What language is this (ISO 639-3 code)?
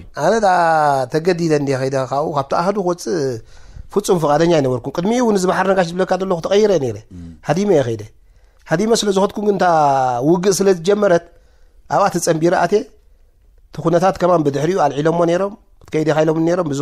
tir